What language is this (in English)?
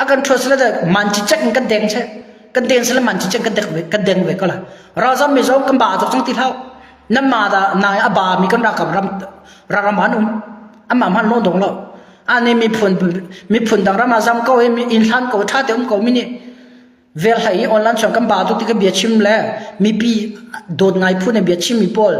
Hakha Chin